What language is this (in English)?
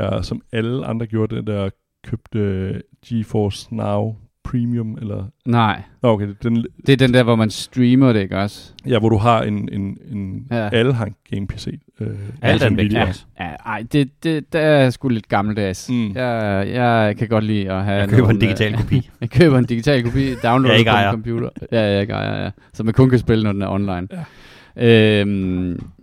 Danish